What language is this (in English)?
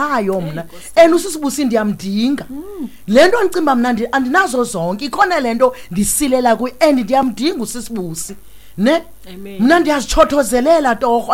Xhosa